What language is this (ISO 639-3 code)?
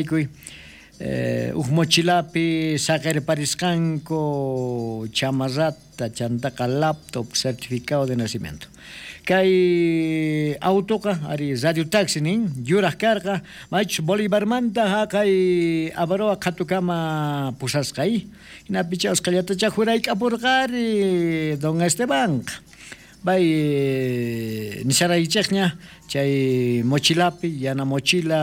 quh